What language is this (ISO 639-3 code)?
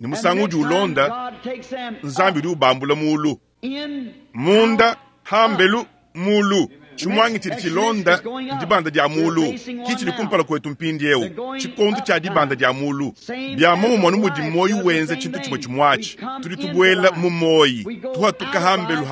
lua